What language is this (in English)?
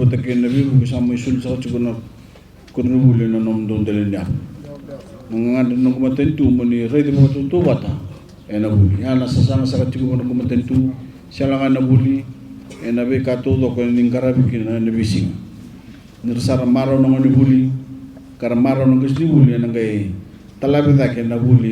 Fijian